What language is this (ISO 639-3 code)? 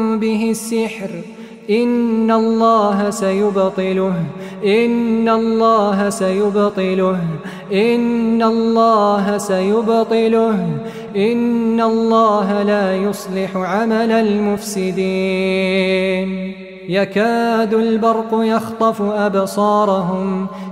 ara